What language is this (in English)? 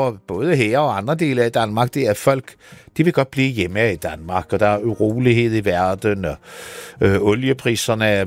Danish